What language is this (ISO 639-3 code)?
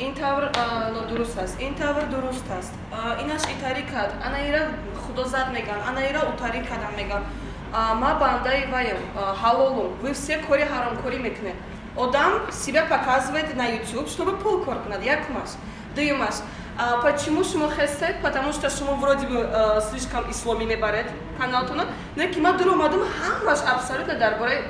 tgk